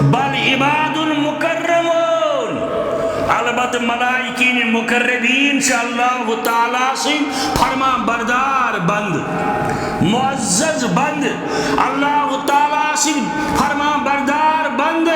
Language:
Kashmiri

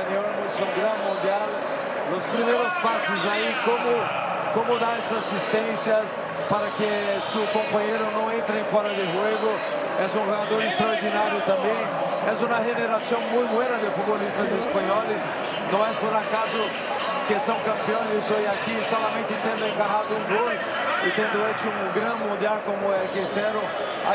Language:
Spanish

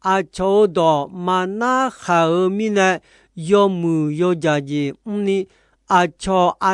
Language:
Akha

